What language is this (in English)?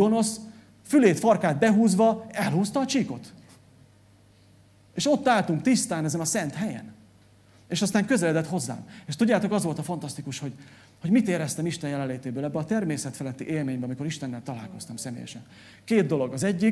Hungarian